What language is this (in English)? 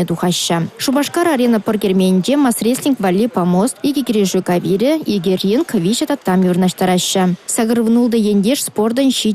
Chuvash